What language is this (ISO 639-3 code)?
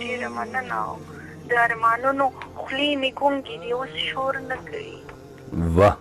pus